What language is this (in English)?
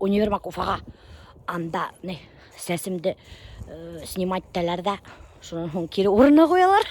Bashkir